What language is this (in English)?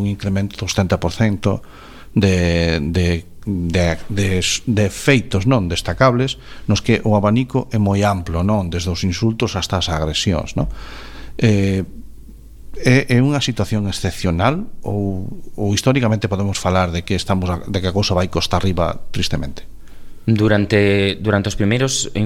Galician